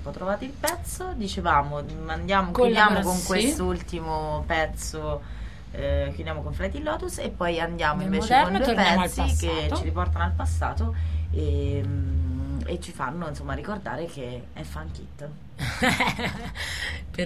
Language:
Italian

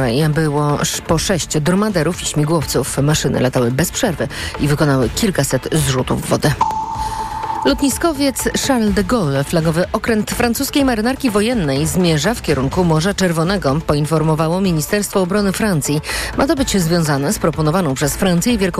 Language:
Polish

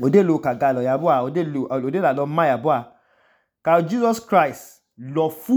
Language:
Idoma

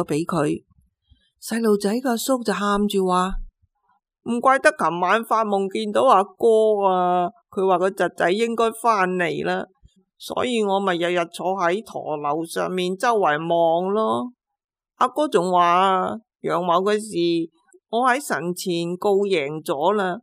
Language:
Cantonese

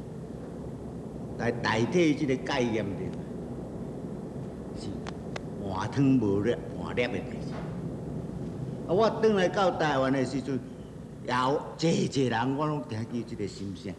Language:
Min Nan Chinese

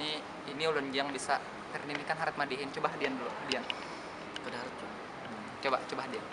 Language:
Banjar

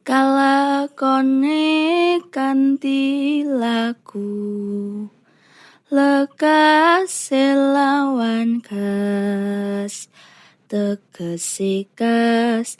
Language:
Javanese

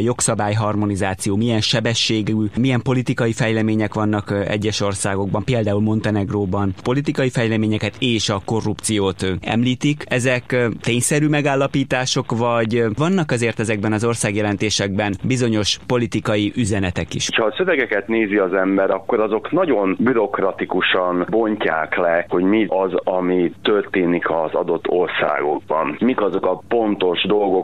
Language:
Hungarian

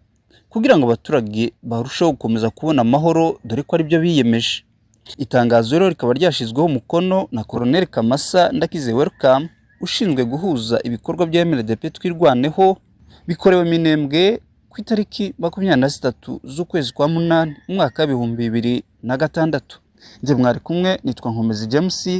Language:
Kinyarwanda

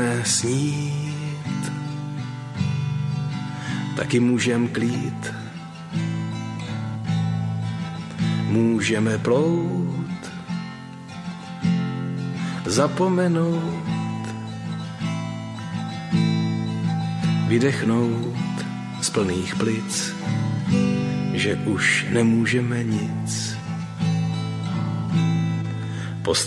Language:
Czech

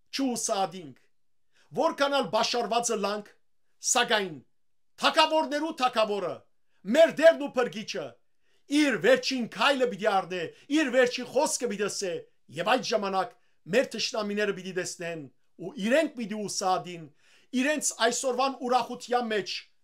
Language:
Western Armenian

